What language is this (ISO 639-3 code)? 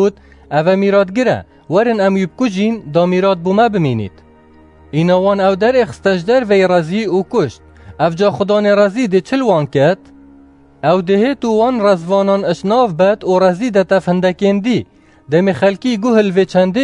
kur